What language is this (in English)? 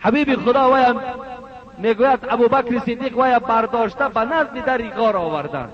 Tajik